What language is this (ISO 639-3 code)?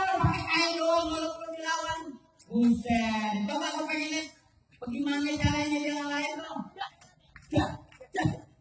bew